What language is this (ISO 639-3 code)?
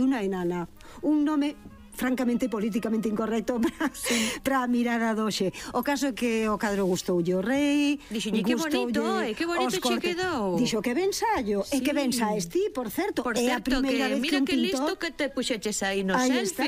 glg